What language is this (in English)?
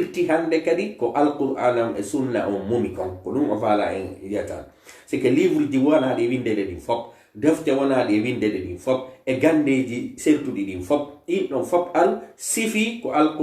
Fula